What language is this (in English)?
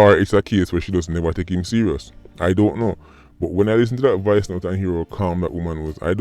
Jamaican Creole English